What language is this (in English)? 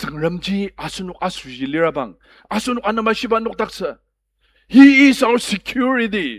Ao Naga